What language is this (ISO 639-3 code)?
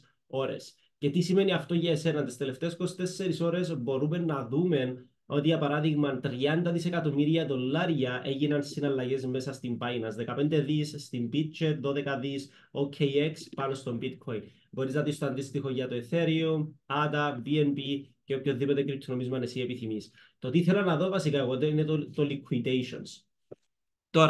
ell